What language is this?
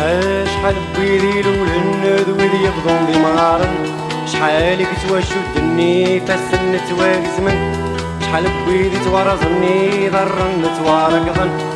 Kabyle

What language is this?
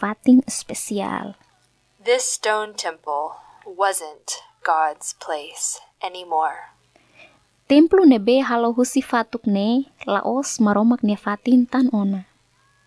Tetum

